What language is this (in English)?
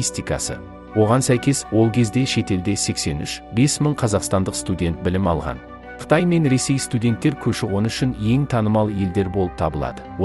Kazakh